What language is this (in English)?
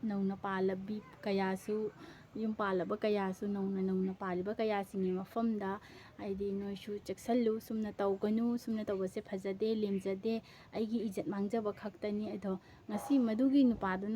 Manipuri